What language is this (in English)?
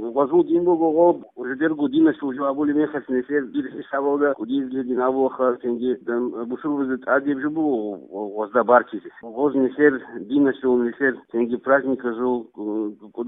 Avaric